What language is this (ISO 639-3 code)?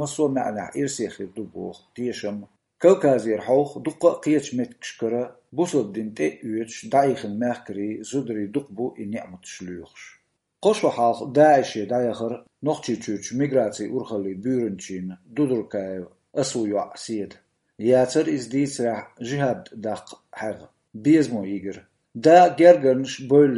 che